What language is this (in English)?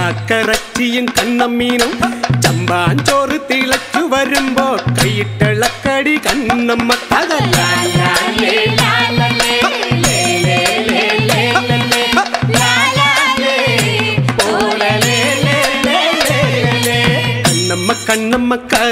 Malayalam